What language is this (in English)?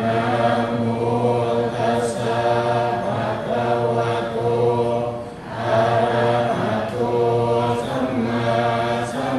Pali